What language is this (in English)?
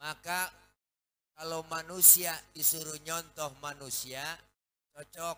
Betawi